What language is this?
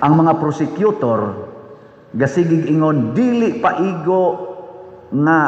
Cebuano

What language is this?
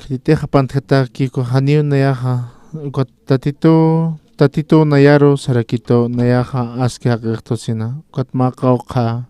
Aymara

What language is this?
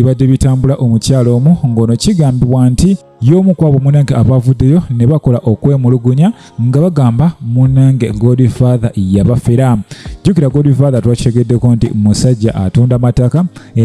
Ganda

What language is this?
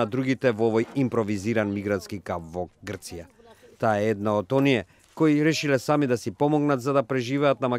Macedonian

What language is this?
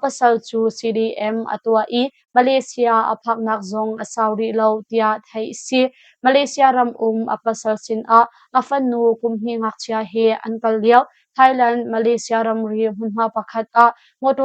Hakha Chin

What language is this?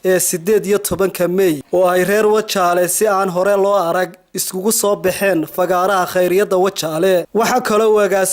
Somali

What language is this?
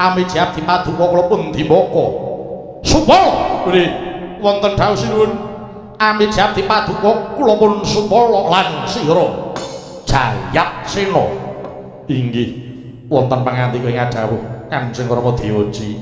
Javanese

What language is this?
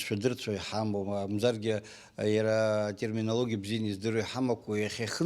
Abkhazian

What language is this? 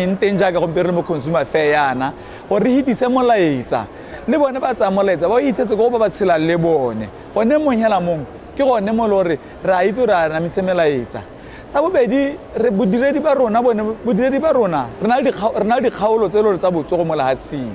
Tswana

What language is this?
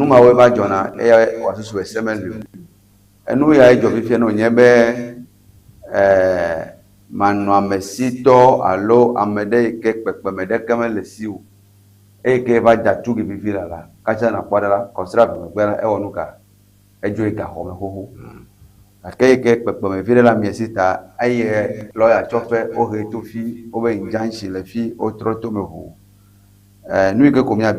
Ewe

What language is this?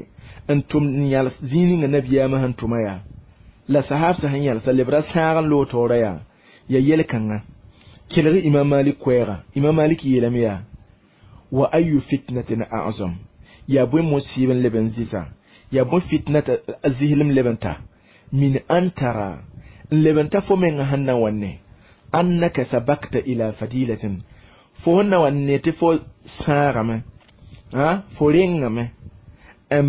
Mossi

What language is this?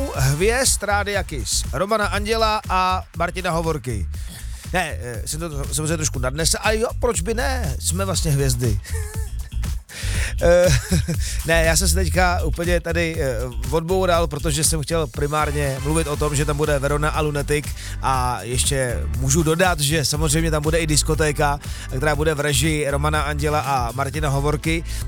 Czech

